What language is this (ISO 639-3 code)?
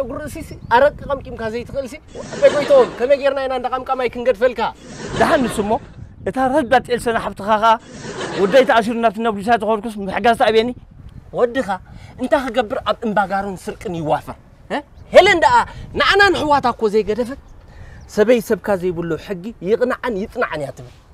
tir